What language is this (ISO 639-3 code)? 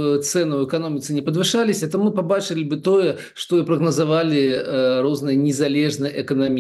bel